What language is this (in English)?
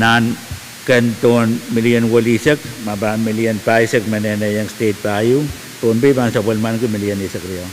Pohnpeian